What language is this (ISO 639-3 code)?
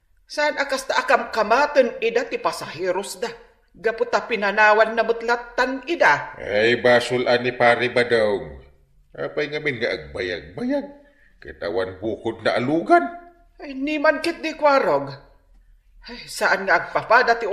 ilo